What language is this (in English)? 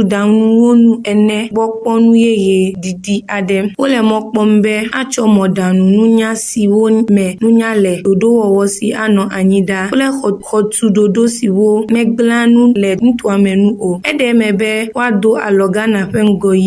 Ewe